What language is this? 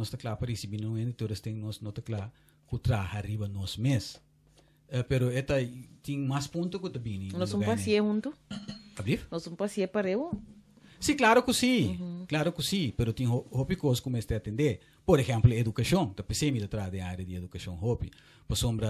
Papiamento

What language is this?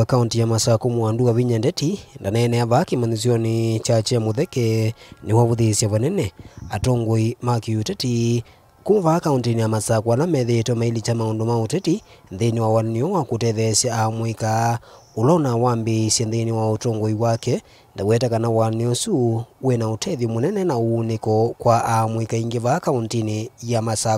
Kamba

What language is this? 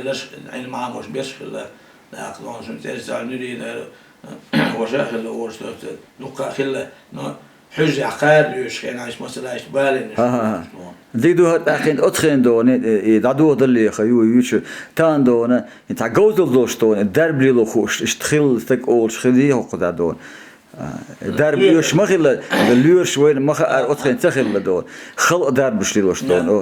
Chechen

